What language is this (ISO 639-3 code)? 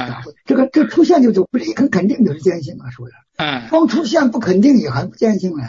zho